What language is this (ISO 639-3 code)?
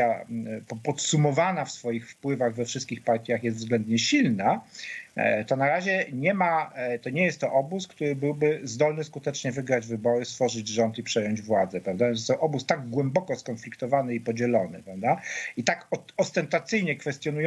pol